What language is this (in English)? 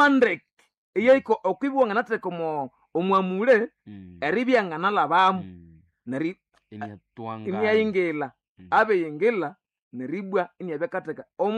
Nande